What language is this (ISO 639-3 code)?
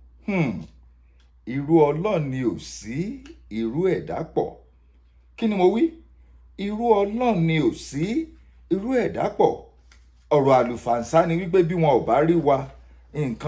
yor